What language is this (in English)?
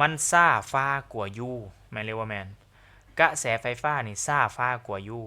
Lao